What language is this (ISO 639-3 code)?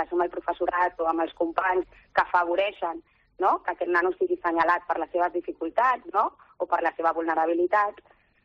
cat